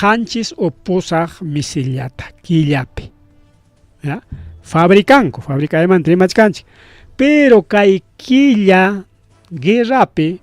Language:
Ayacucho Quechua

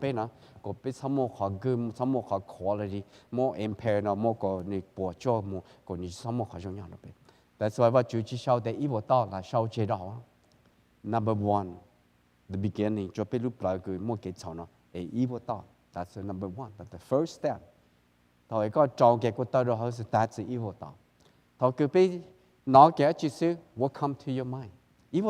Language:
Hmong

